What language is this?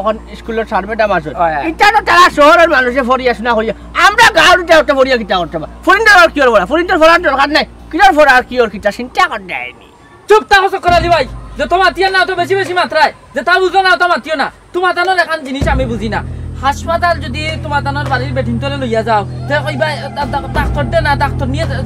Sylheti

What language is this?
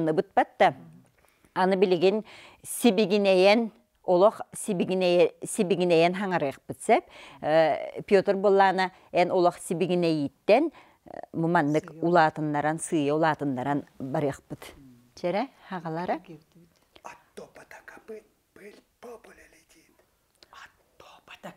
Yakut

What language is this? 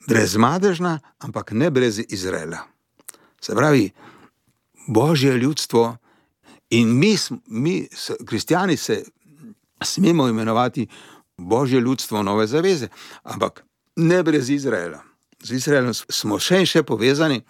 Slovenian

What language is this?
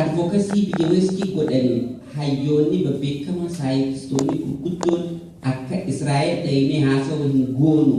Oromo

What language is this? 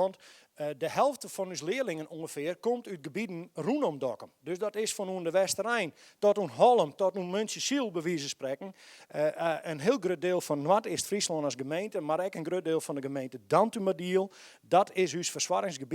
Western Frisian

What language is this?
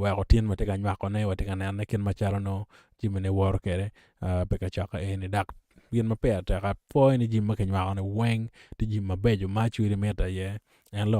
Acoli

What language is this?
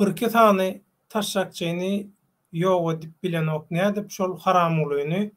Turkmen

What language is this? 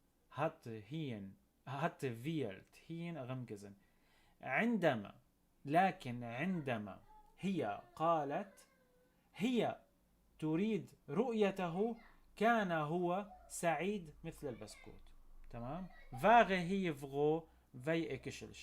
North Levantine Arabic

